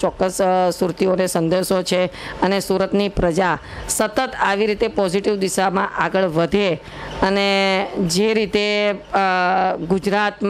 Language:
Gujarati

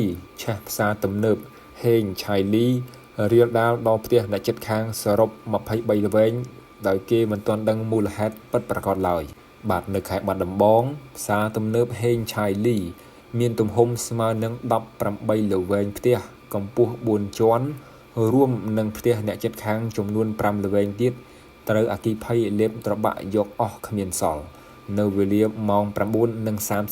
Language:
Khmer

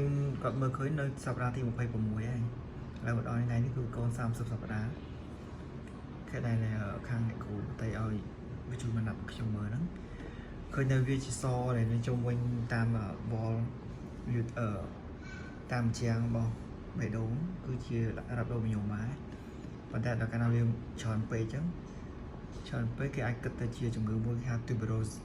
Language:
Khmer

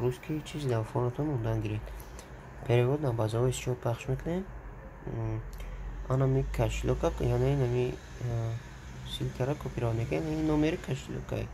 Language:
Tajik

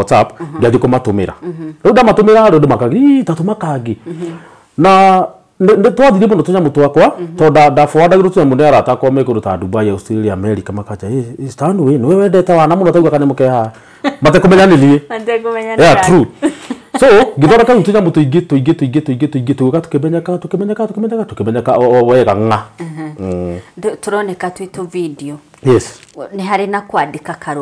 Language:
Kikuyu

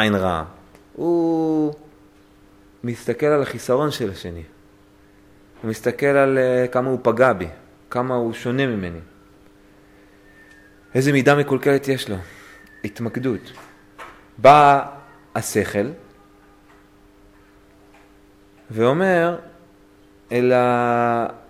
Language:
Hebrew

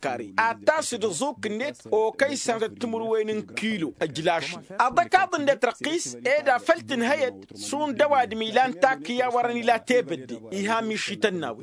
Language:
Tamasheq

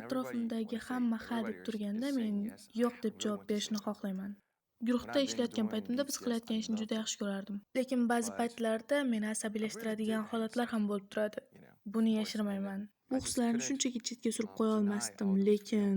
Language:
Uzbek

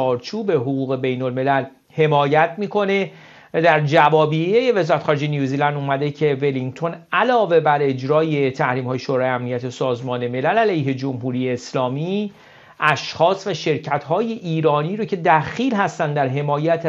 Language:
Persian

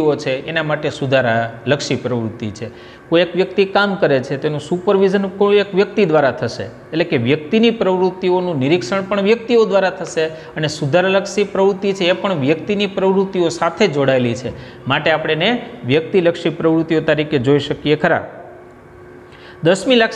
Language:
Gujarati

